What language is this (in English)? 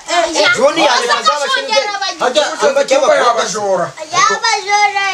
Kinyarwanda